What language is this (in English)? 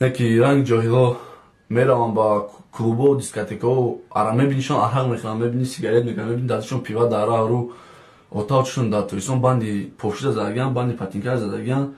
Tajik